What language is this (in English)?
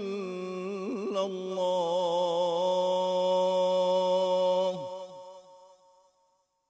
Arabic